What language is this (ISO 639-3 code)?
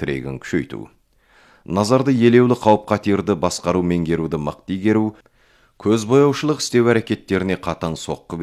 kaz